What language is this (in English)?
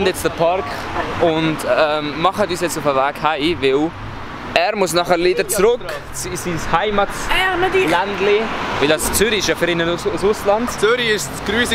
Swiss German